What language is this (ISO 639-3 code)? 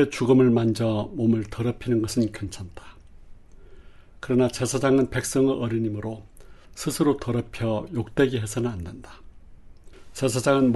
kor